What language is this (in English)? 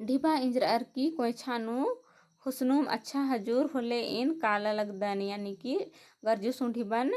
Kurukh